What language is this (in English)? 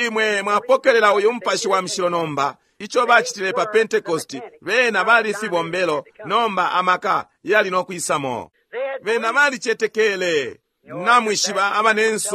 Bemba